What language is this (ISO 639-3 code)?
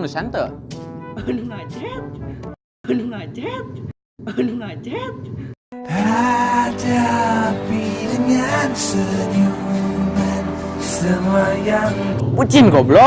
sun